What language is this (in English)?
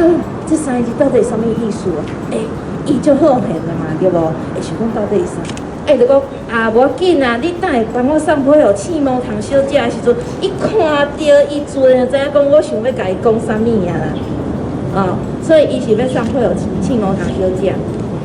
Min Nan Chinese